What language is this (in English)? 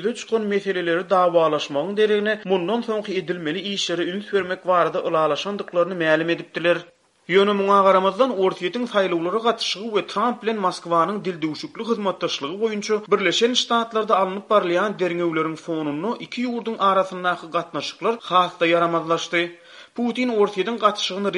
Turkmen